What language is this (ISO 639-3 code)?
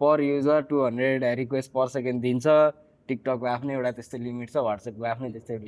nep